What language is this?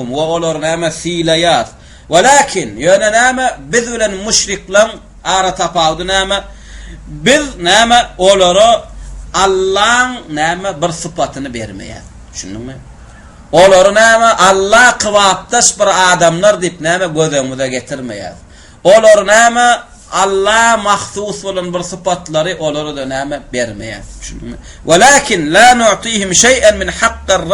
Turkmen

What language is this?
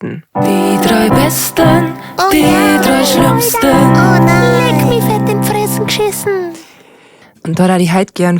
Bavarian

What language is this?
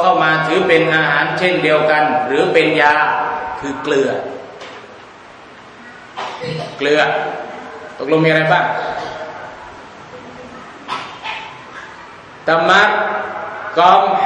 Thai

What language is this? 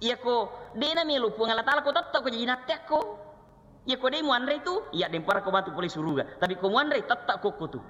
Buginese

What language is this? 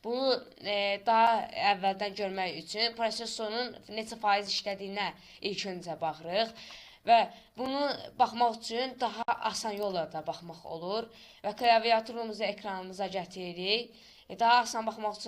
Azerbaijani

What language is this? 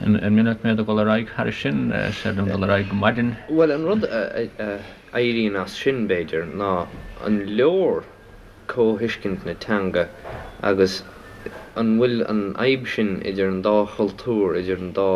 Irish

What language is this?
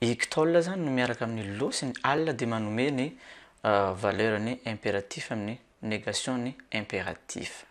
Malagasy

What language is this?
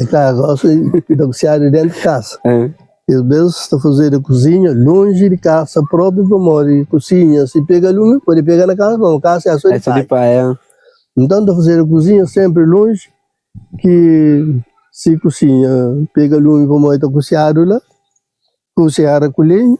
Kabuverdianu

